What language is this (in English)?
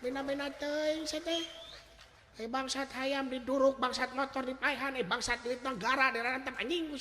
Sundanese